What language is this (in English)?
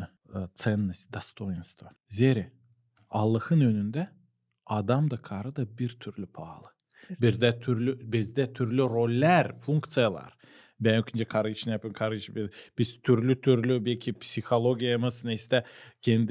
Gagauz